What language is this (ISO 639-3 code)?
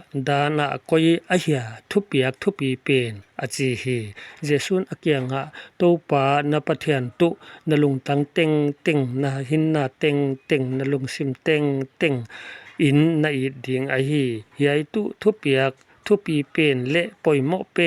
pck